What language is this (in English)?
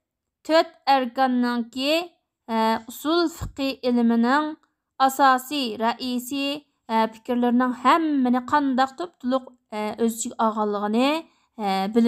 Uyghur